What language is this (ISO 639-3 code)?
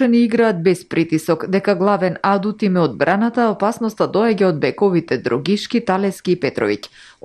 mkd